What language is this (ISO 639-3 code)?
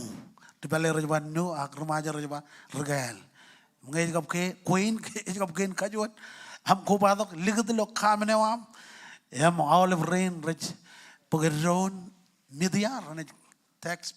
mah